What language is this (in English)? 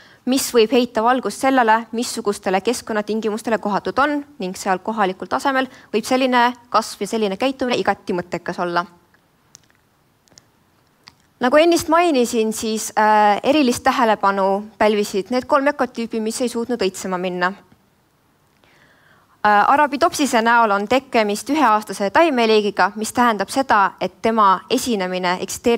Estonian